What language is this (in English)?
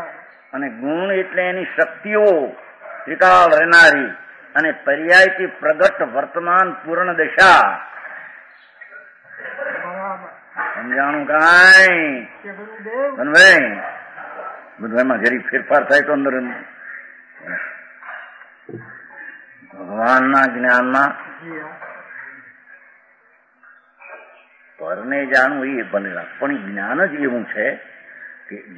Gujarati